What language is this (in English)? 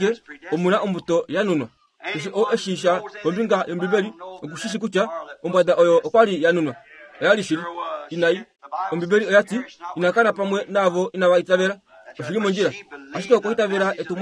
Kuanyama